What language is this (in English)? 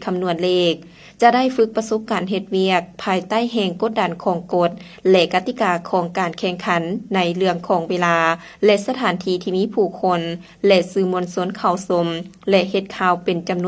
Lao